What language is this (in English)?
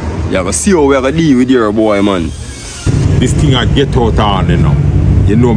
Jamaican Creole English